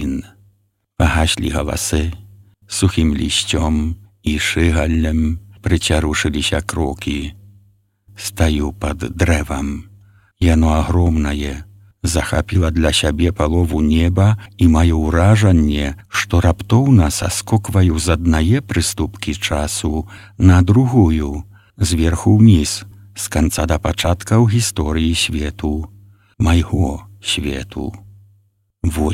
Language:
Belarusian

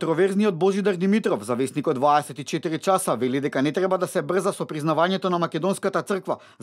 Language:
Macedonian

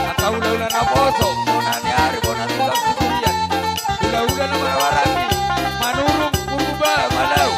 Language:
Batak Toba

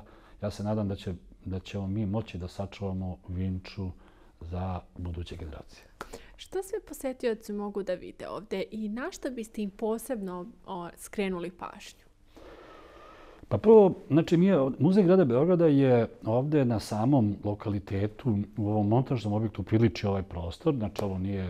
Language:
Serbian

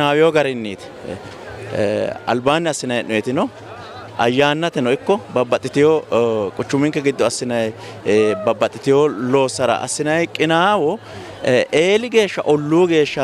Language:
Sidamo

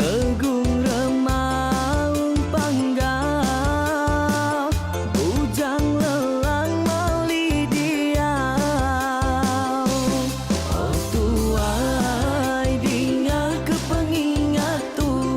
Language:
Iban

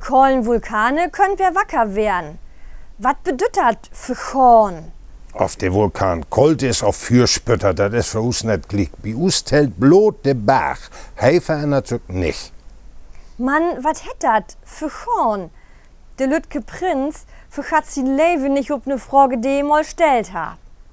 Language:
Low German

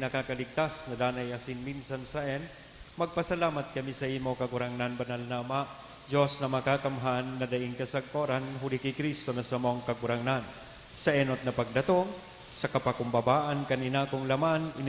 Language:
Bikol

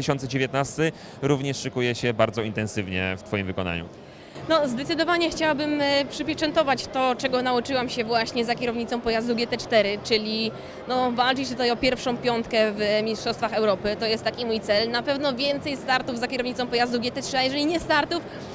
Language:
Polish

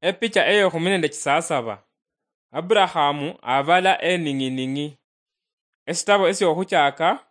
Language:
Luyia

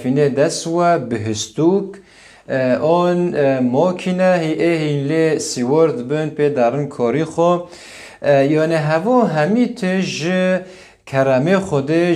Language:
Kurdish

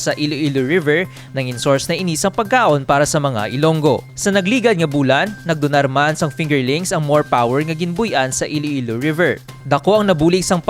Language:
Hiligaynon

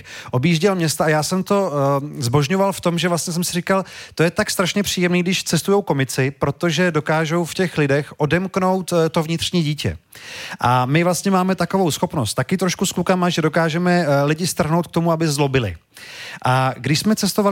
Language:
Czech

